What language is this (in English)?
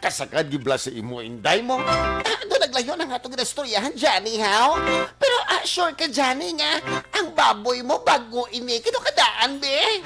Hiligaynon